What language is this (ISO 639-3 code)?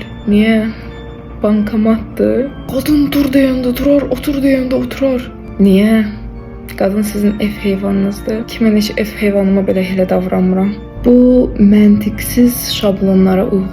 aze